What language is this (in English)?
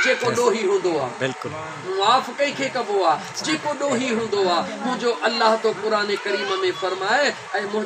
Sindhi